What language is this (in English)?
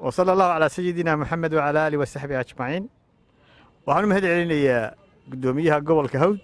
Somali